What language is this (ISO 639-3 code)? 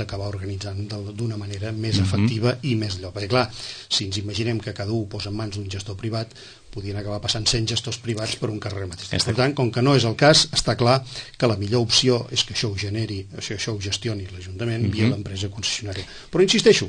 cat